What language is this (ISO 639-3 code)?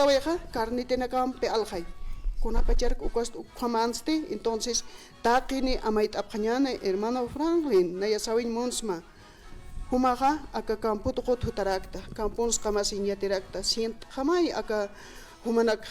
aym